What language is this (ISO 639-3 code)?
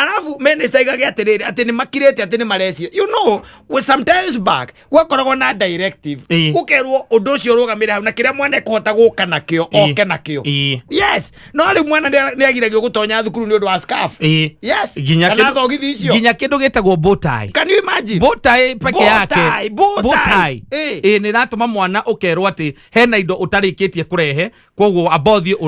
kik